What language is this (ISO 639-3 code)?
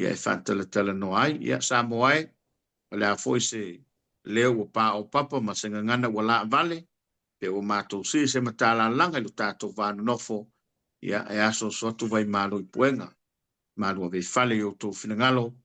smo